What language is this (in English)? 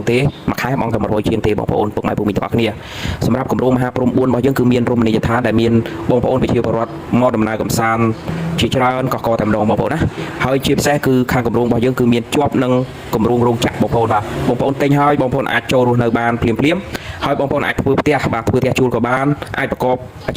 Khmer